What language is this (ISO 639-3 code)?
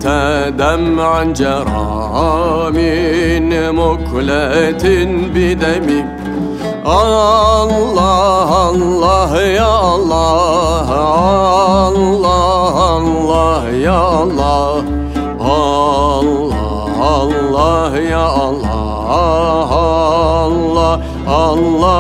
tur